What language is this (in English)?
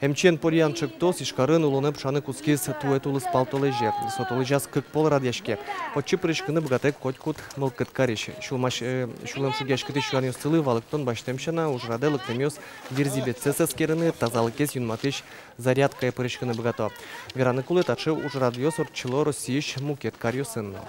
Udmurt